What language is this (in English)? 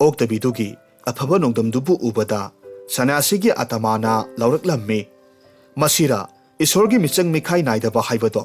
Manipuri